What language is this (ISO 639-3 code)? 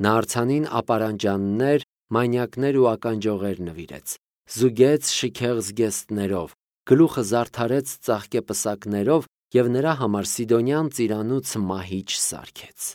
hye